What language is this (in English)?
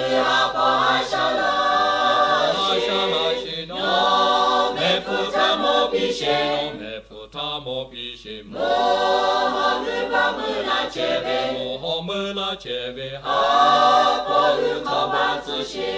Lahu